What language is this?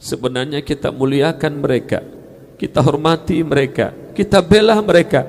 Achinese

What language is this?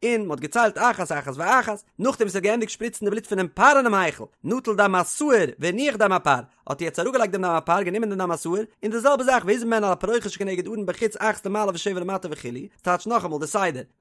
Yiddish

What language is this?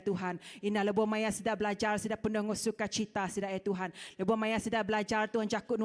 Iban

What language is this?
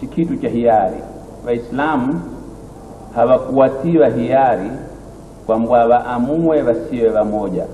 Swahili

